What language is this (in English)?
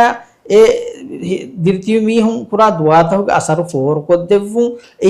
Divehi